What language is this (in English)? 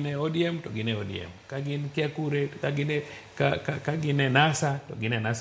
Luo (Kenya and Tanzania)